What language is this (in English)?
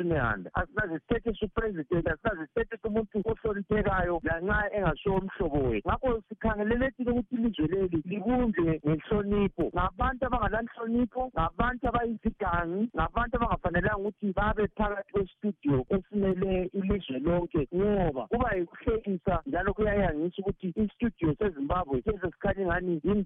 North Ndebele